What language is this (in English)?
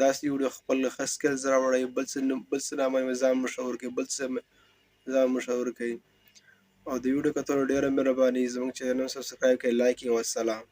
Pashto